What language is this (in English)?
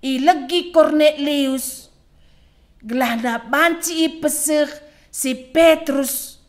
Batak Karo